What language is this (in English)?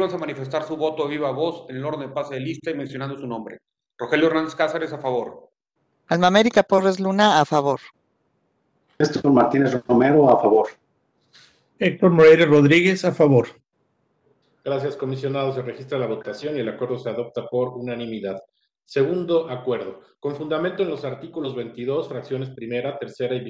Spanish